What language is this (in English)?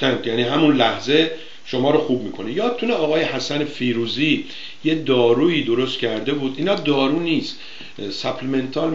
Persian